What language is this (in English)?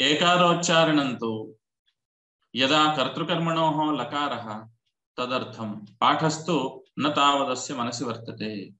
Sanskrit